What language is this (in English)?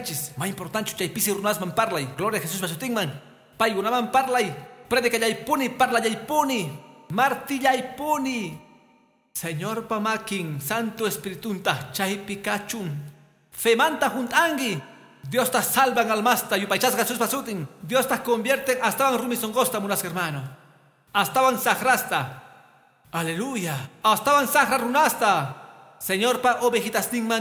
Quechua